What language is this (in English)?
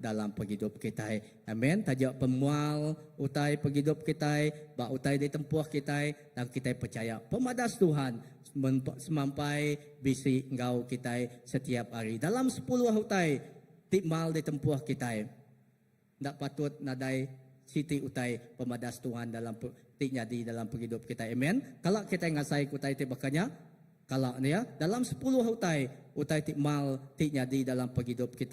Iban